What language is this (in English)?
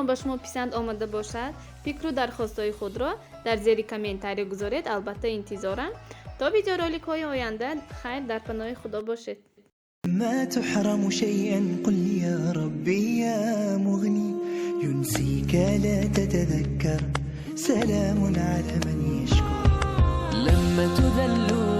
Tajik